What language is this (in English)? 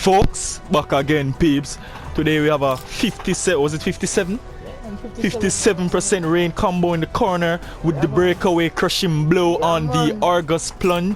Jamaican Creole English